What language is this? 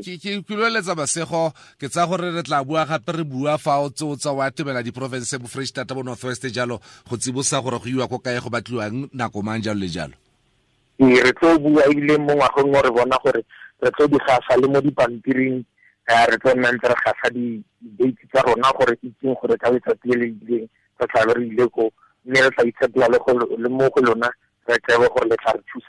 Tswana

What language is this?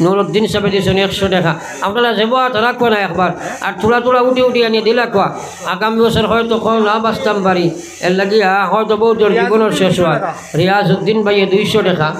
Sylheti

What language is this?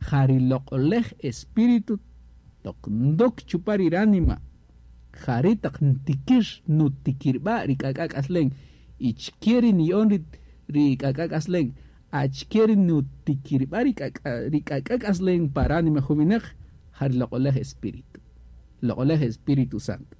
Kaqchikel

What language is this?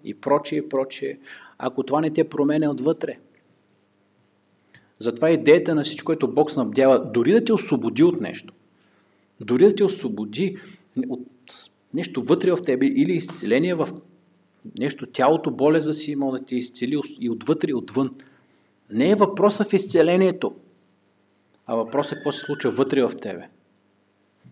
Bulgarian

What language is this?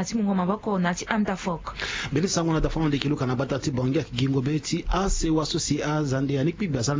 Sango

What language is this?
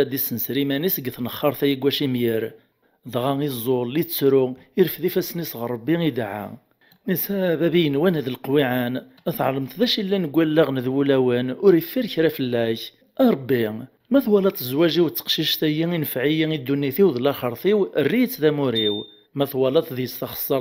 Kabyle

